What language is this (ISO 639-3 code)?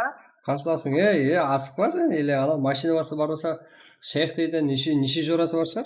kaa